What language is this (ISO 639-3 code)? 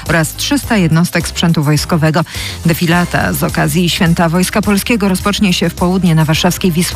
pol